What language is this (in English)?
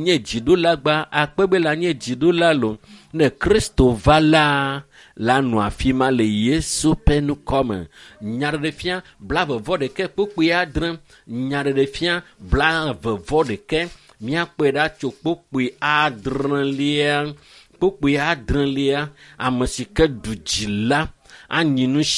Ewe